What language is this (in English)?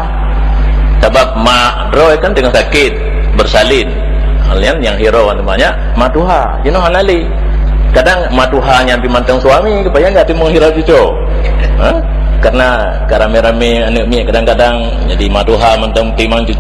Achinese